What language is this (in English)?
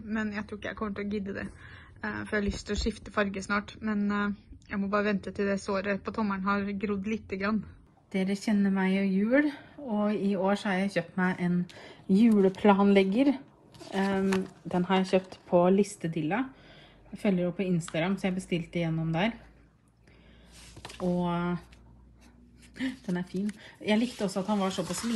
Norwegian